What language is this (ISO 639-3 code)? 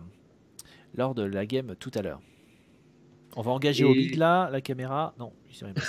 fra